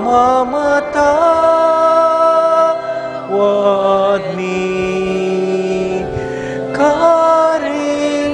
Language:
Pampanga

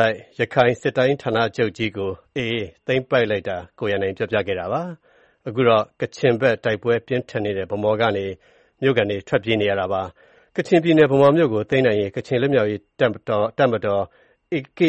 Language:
Burmese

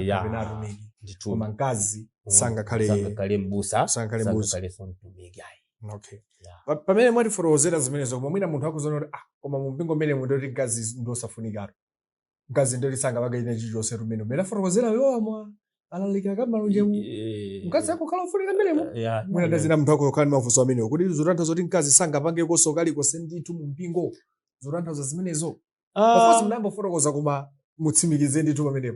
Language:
Nyanja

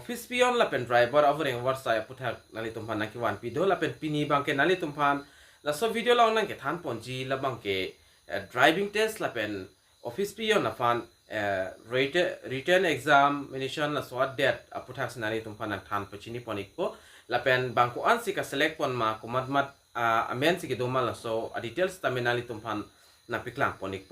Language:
Karbi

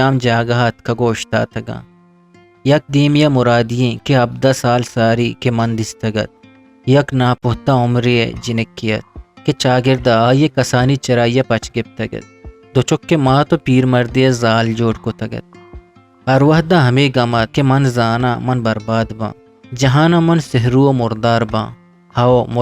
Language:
Eastern Balochi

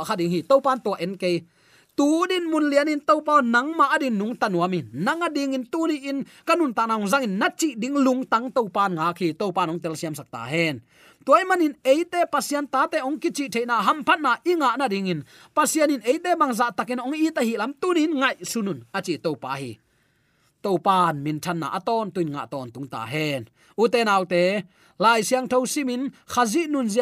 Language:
Tedim Chin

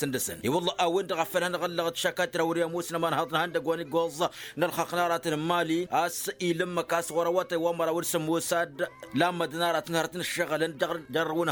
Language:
Tamasheq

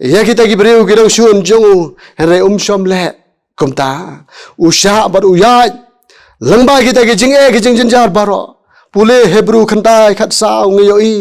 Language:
Khasi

